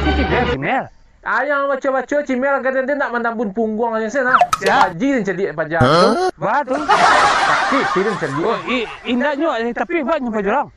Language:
Minangkabau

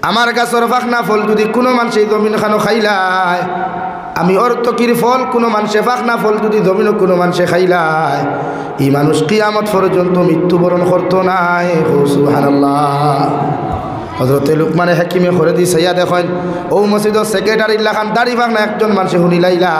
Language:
Sylheti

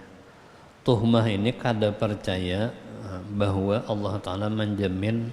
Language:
Banjar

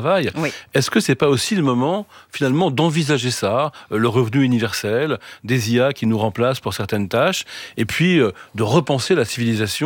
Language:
French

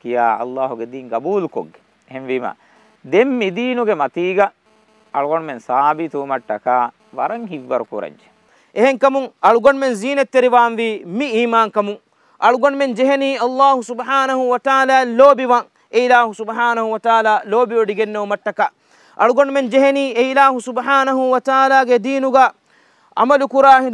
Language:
Divehi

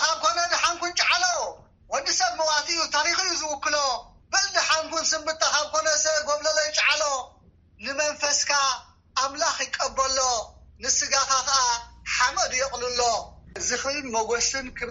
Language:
Tigrinya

